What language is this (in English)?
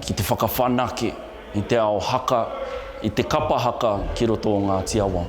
Māori